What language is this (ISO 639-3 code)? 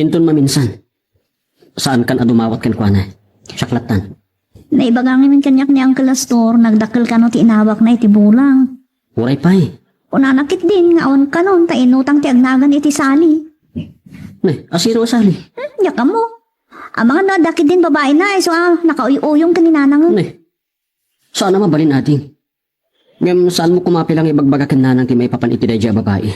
ilo